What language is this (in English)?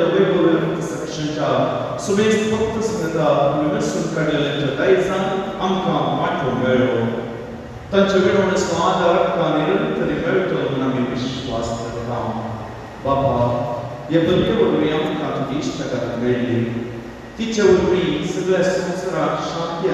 Konkani